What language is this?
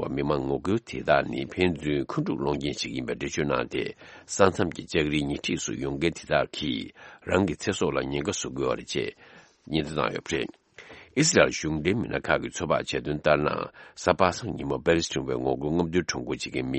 Tibetan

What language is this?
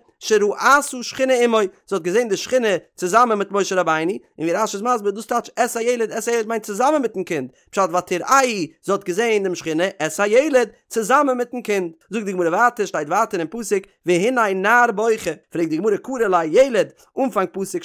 Yiddish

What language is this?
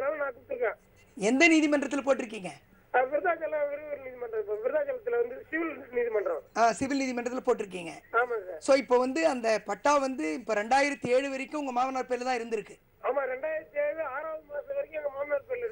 Tamil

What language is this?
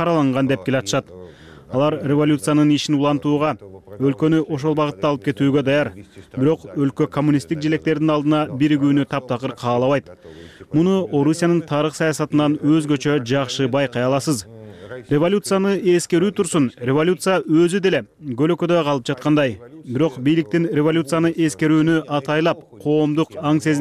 Kyrgyz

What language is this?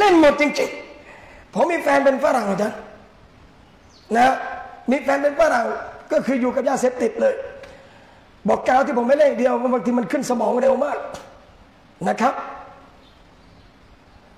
Thai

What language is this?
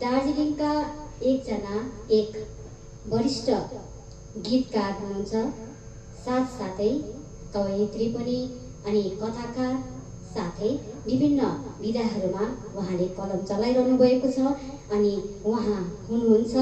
Nepali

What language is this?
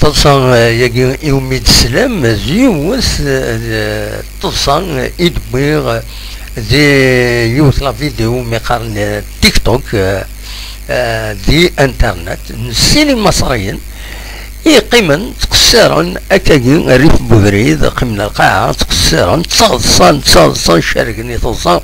Kabyle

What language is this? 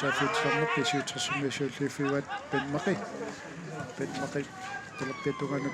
Kalaallisut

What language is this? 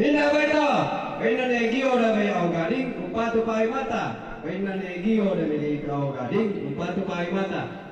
Toraja-Sa'dan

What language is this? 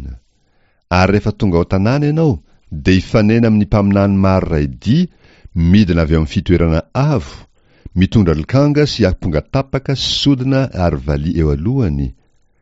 Malagasy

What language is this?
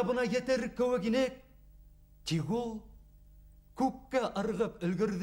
Bashkir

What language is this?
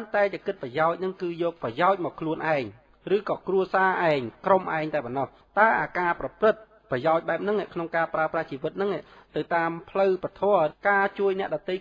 Khmer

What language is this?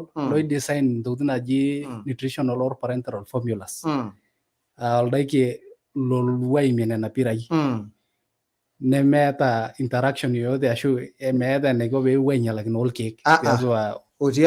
Masai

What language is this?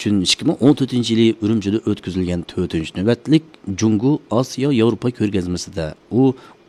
Uyghur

